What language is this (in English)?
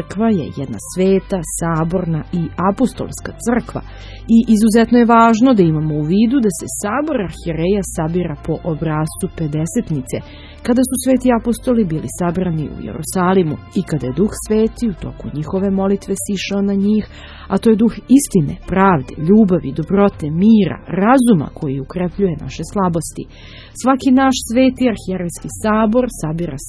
Serbian